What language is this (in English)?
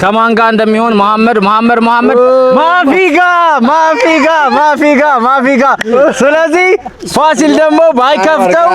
Amharic